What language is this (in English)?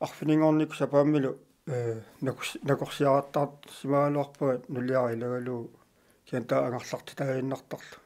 Kalaallisut